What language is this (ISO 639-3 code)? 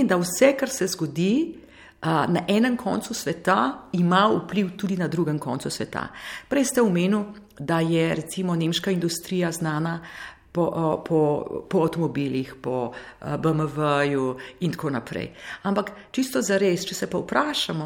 slv